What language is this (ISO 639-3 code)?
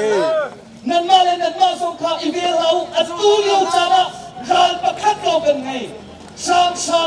cnh